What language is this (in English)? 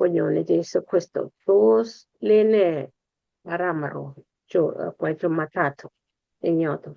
Kalenjin